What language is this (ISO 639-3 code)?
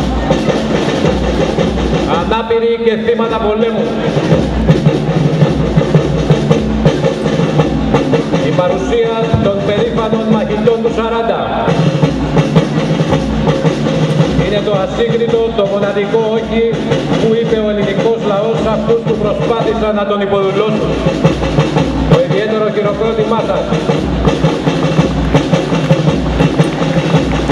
ell